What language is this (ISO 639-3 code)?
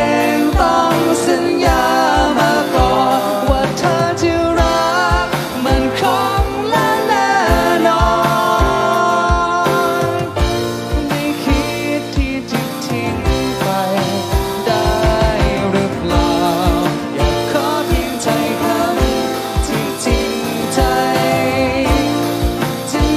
tha